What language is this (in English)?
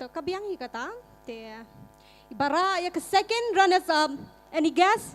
Khasi